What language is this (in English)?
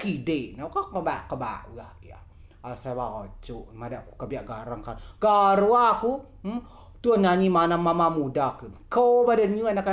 Rejang